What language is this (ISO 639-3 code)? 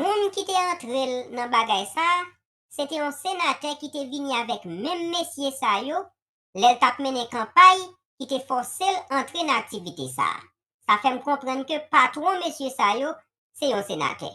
hat